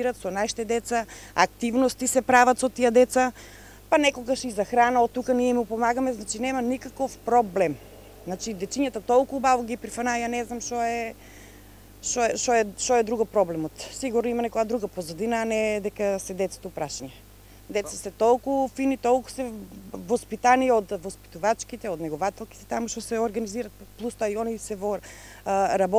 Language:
Macedonian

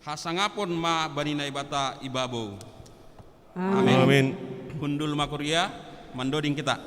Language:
Batak Simalungun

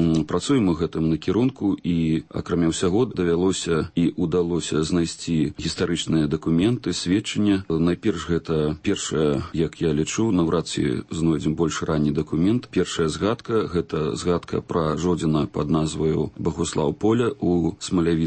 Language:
Belarusian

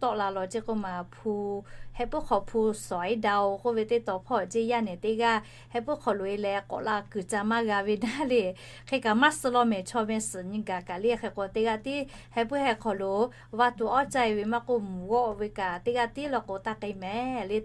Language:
Lahu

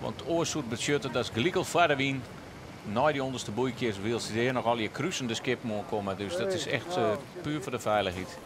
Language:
Western Frisian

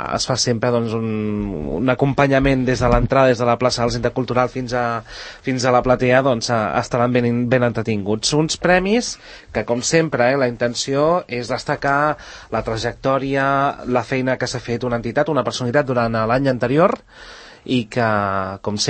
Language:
Catalan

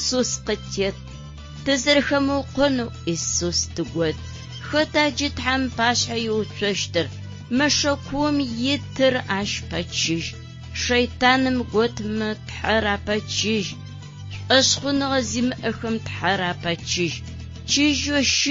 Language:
Adyghe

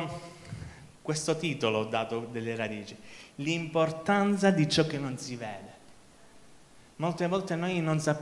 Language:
Italian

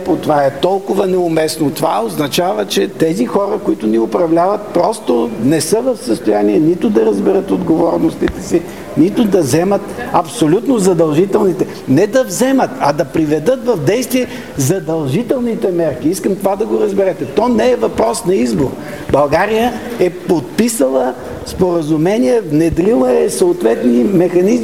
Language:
Bulgarian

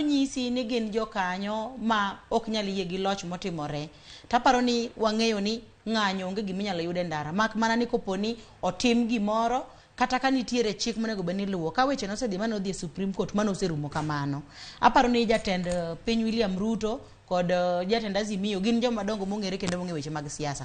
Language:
Luo (Kenya and Tanzania)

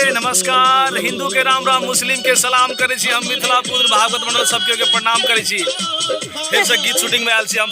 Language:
Maithili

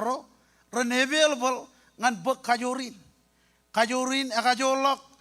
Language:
Marshallese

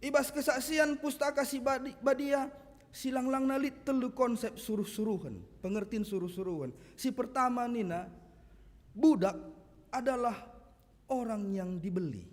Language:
Batak Karo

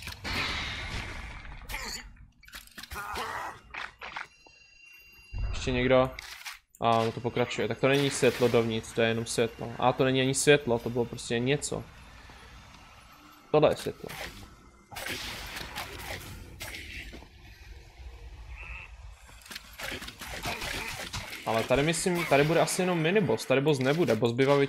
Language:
Czech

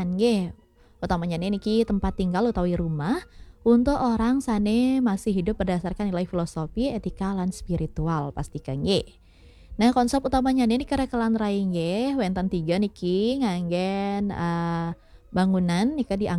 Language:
Balinese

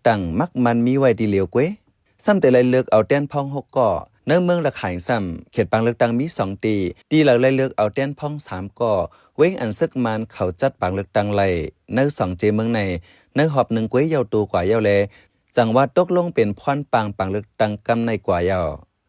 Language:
Shan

